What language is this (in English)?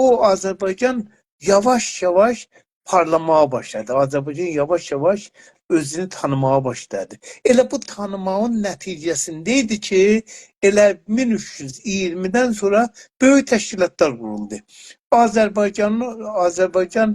South Azerbaijani